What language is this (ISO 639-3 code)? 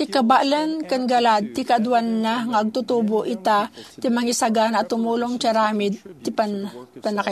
ilo